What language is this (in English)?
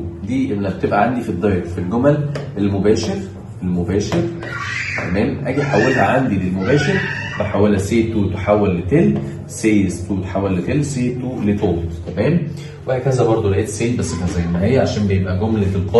Egyptian Arabic